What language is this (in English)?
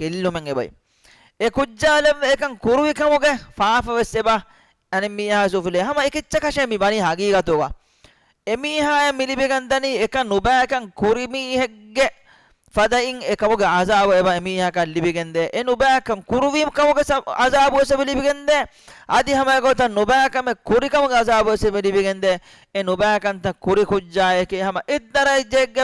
Divehi